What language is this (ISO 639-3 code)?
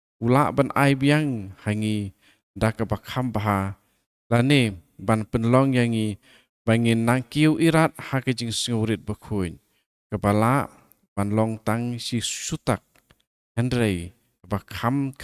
kha